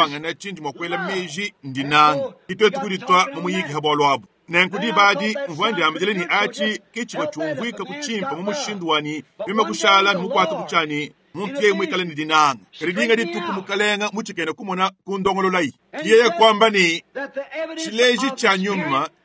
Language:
Luba-Lulua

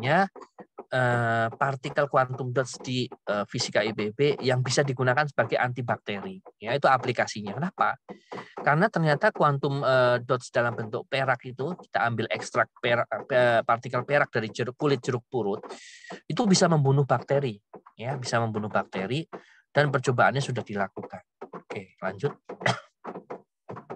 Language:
Indonesian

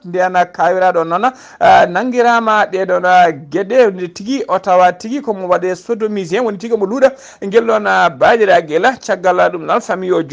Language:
Fula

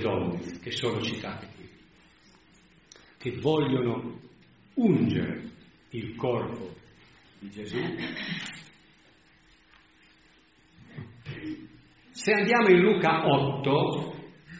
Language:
Italian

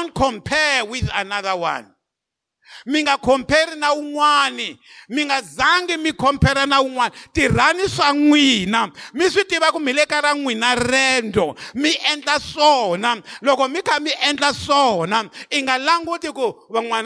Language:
Tsonga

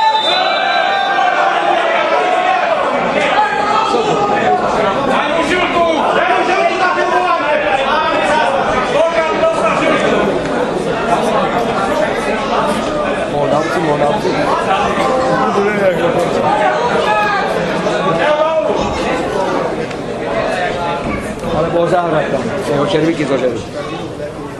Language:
Slovak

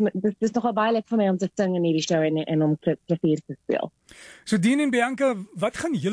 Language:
Afrikaans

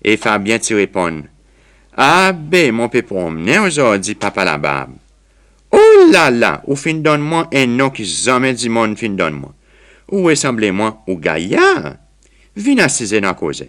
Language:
Seselwa Creole French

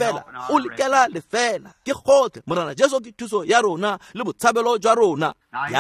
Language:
Tswana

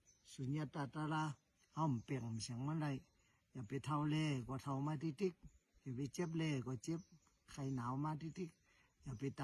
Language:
Shan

